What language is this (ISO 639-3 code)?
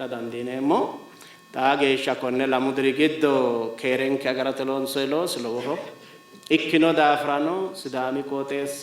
sid